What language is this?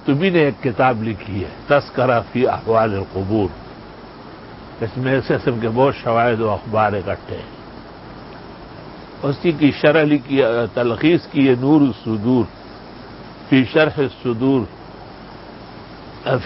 Urdu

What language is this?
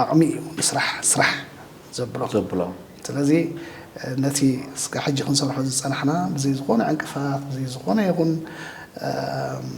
Tigrinya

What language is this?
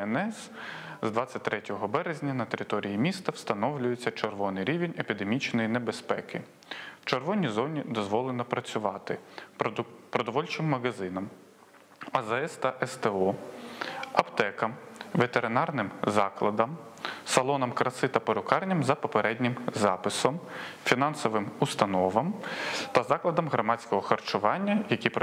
Ukrainian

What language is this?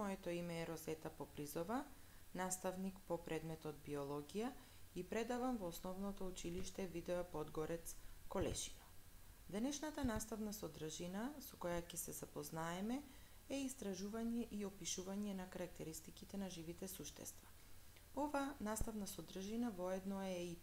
Macedonian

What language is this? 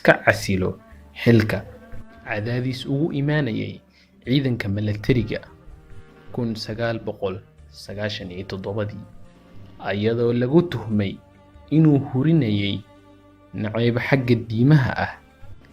Somali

